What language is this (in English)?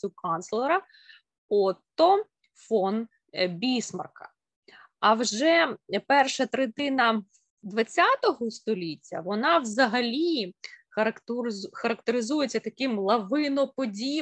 Ukrainian